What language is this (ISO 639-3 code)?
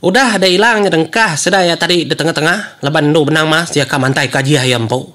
iba